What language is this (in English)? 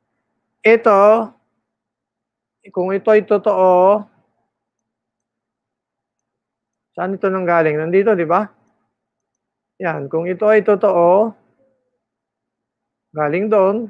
Filipino